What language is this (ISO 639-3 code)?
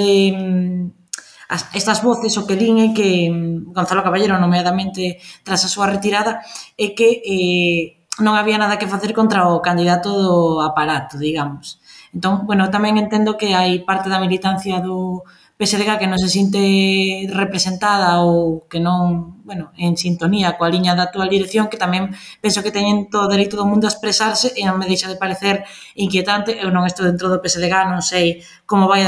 glg